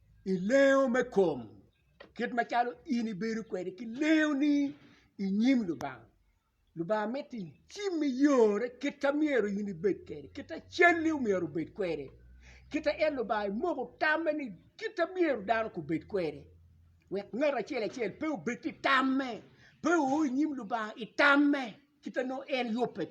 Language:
Acoli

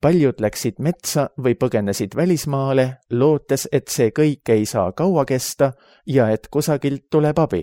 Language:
Estonian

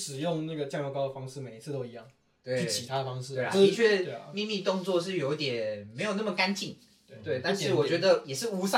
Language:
Chinese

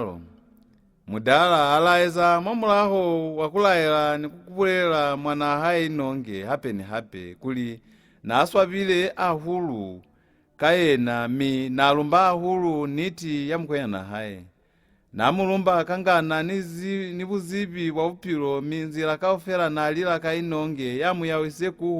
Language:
Lozi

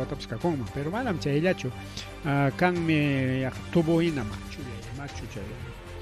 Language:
Ayacucho Quechua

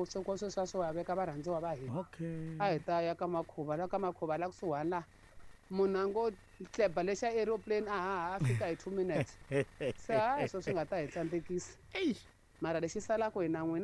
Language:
Tsonga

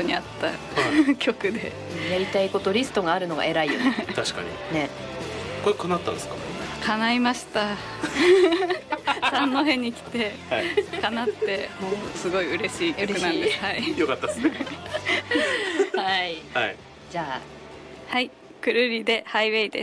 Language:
Japanese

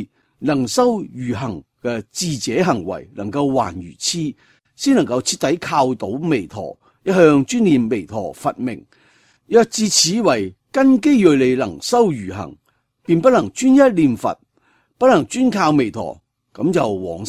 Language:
Cantonese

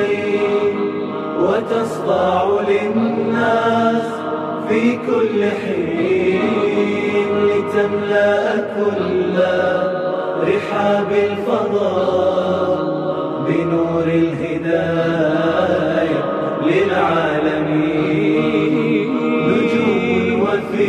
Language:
Arabic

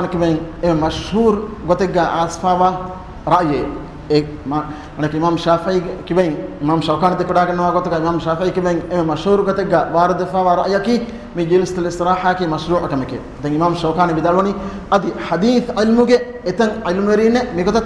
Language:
Divehi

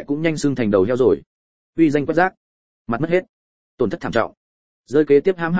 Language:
Vietnamese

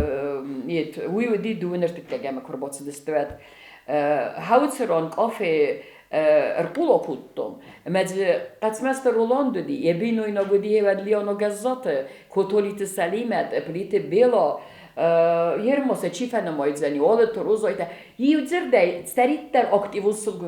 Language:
Ossetic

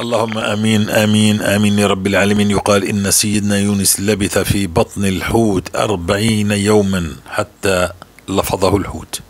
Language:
North Levantine Arabic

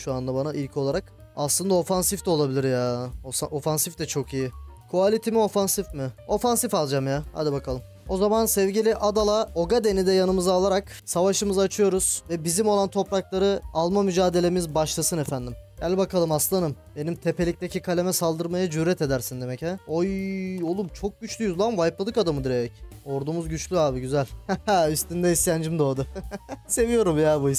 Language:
Turkish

